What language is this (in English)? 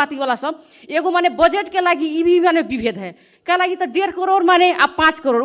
Maithili